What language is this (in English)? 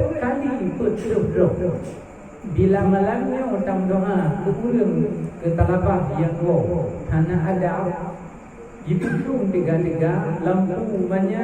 Achinese